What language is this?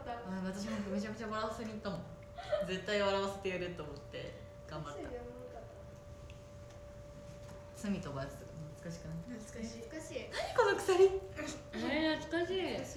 Japanese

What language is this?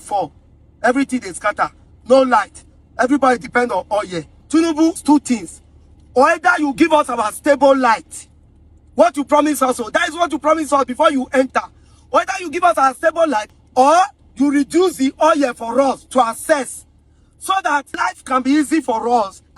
Nigerian Pidgin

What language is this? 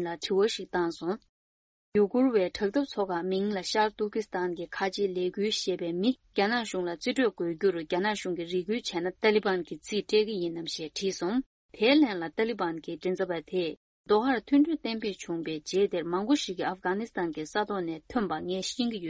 Tibetan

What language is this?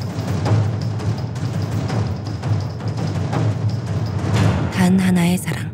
Korean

